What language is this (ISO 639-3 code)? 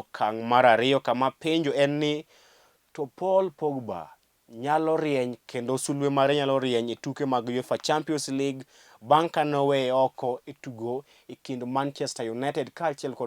luo